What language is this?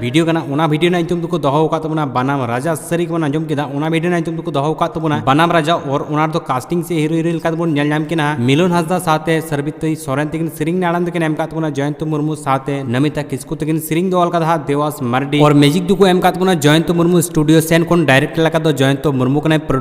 Santali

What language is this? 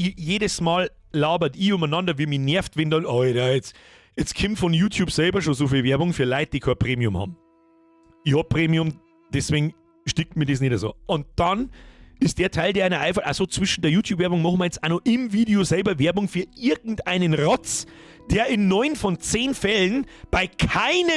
Bavarian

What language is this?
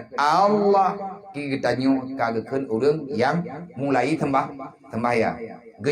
Achinese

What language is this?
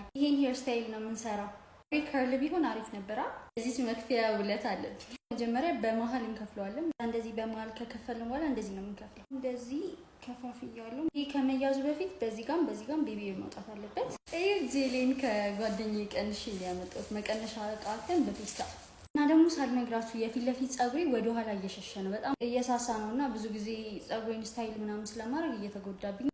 Amharic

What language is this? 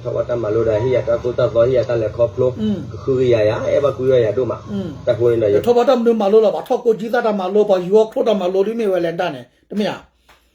S'gaw Karen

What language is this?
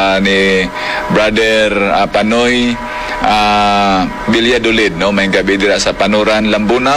Hiligaynon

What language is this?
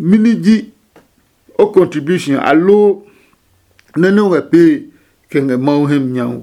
Adangme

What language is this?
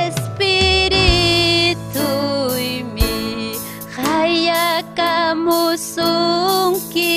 Ayacucho Quechua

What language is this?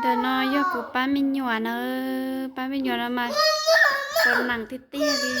Hmong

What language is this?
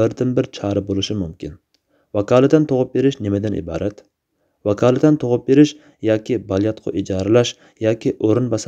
Uyghur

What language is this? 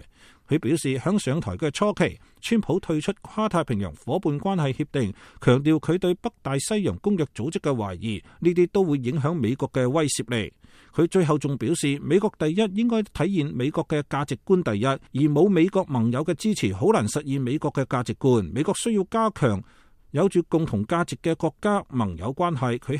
Cantonese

